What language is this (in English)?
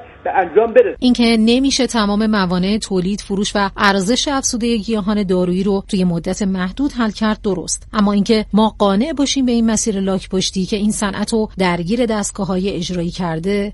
Persian